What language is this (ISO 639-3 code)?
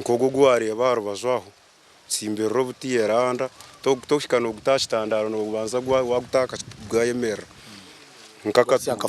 nyn